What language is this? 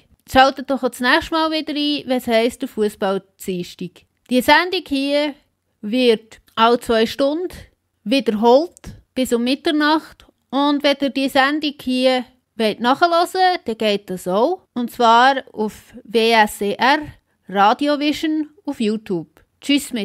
Swiss German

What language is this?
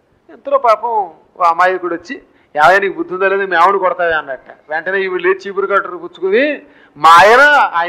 Telugu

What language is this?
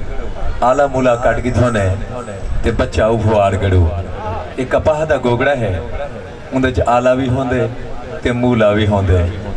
Saraiki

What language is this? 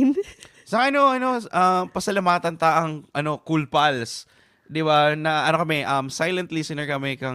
Bikol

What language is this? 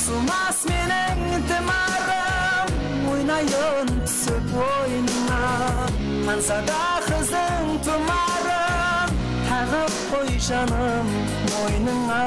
Kara-Kalpak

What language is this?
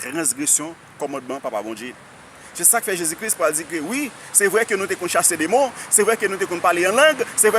Haitian Creole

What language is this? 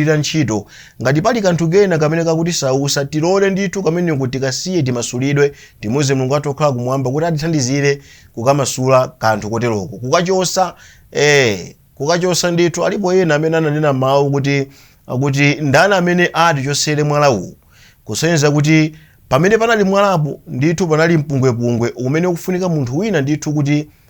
Nyanja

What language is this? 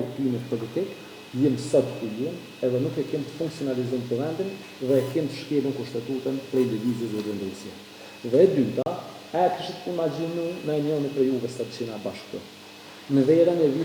Albanian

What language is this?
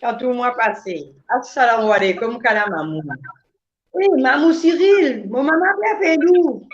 Morisyen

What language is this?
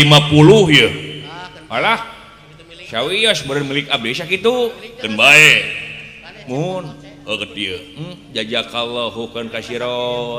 Sundanese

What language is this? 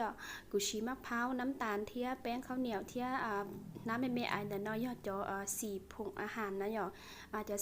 Hmong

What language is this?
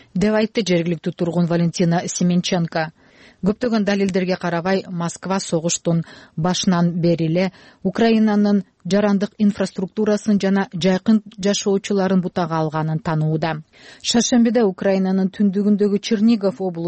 Kyrgyz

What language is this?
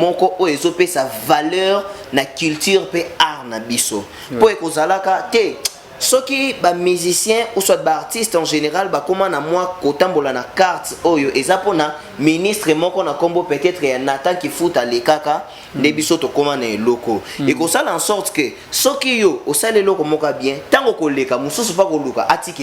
Lingala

